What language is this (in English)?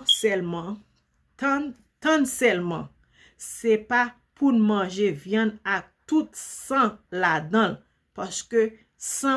Haitian Creole